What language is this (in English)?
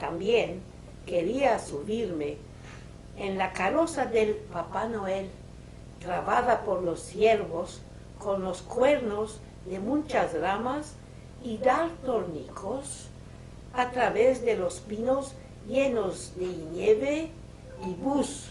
Ladino